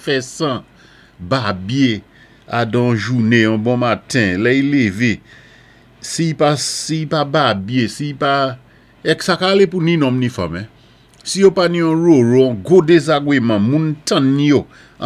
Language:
Saint Lucian Creole French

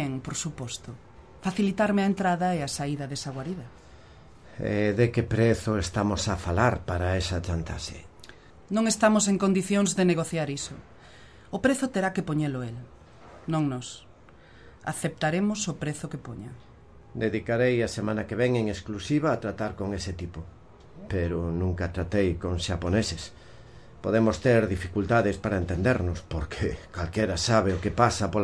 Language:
Galician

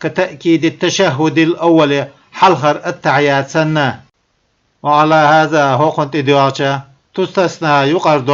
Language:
Chechen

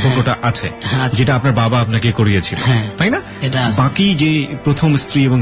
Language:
Bangla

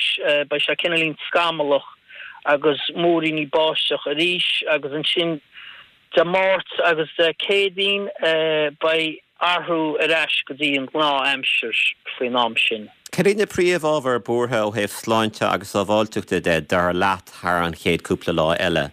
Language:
Irish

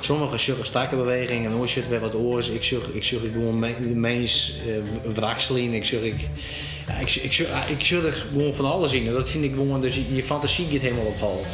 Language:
Western Frisian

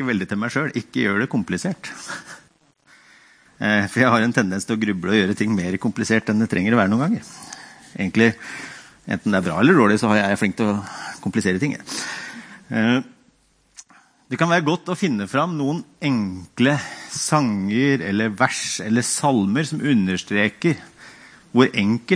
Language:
Norwegian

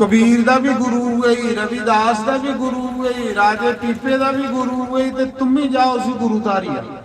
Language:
Dogri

